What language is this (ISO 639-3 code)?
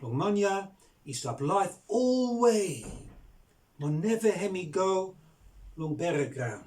bis